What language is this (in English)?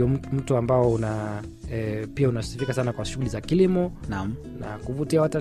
Swahili